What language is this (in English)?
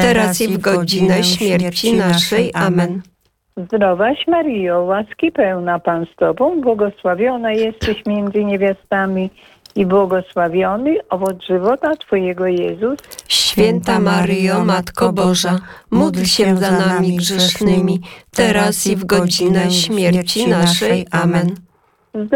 Polish